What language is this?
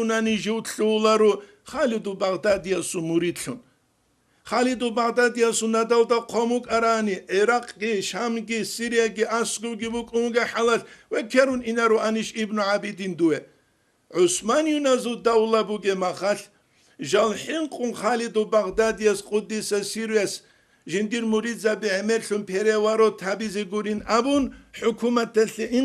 Avaric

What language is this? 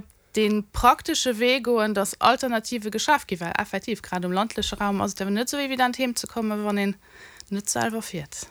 Luxembourgish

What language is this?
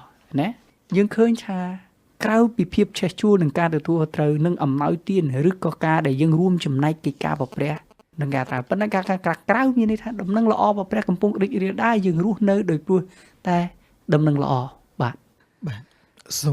Khmer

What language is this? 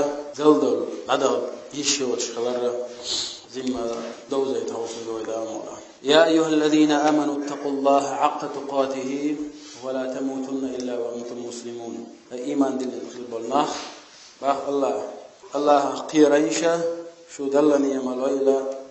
Chechen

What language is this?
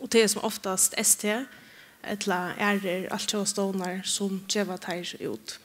Faroese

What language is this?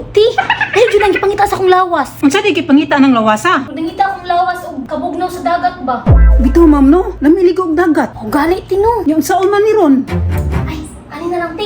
Cebuano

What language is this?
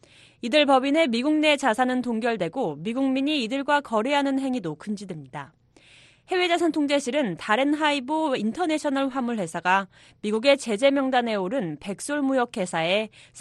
Korean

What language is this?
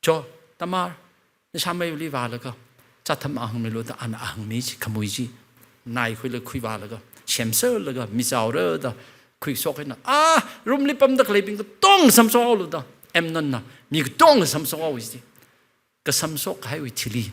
Tangkhul Naga (India)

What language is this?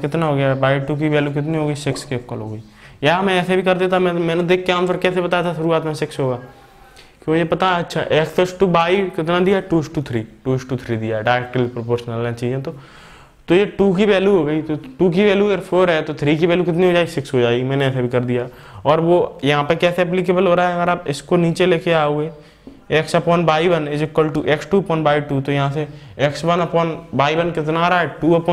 Hindi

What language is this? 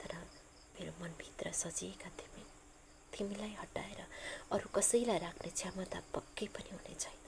Nepali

